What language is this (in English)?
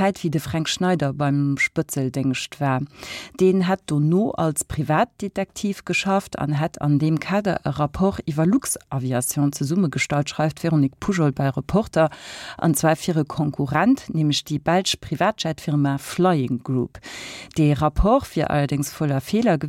Luxembourgish